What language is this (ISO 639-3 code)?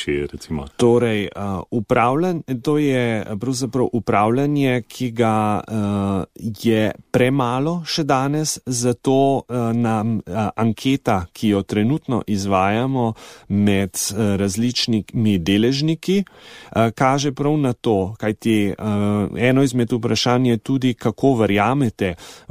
slv